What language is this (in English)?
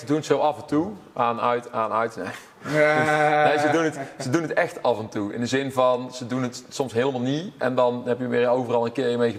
Dutch